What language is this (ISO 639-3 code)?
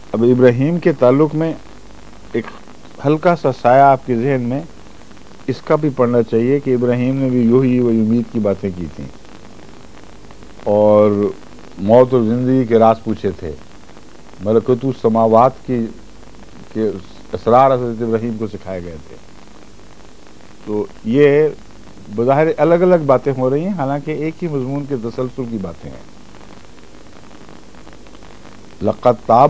urd